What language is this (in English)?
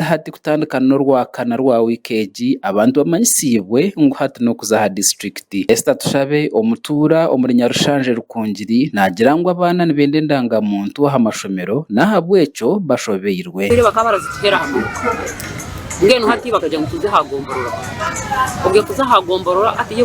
Nyankole